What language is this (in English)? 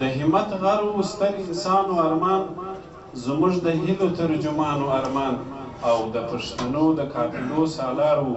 Pashto